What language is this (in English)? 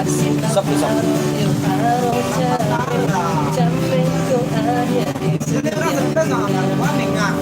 Minangkabau